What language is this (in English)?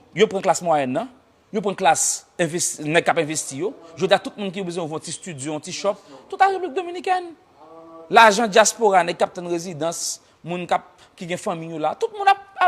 Haitian Creole